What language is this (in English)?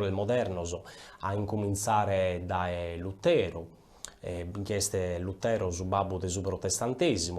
Sardinian